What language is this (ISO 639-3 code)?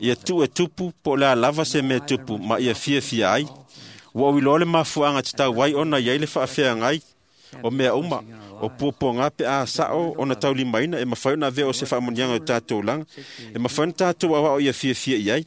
smo